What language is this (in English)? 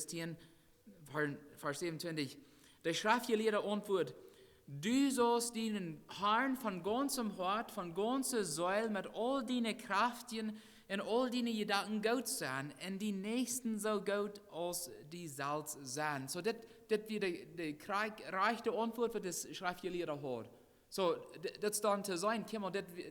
Plautdietsch